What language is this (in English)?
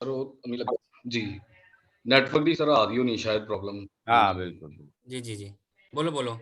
Dogri